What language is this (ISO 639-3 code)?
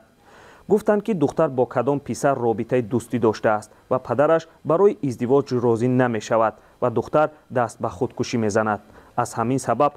tgk